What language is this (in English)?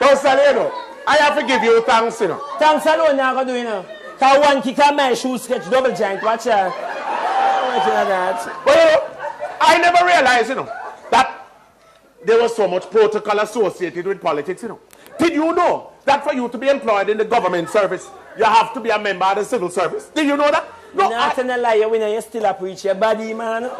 Jamaican Creole English